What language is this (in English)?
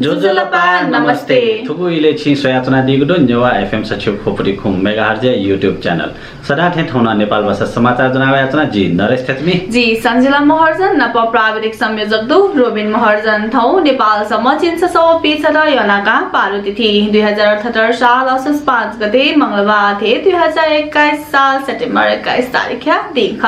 Newari